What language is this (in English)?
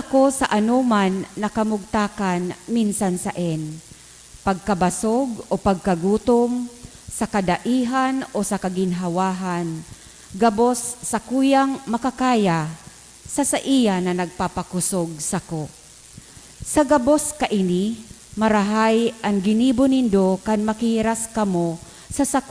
Bikol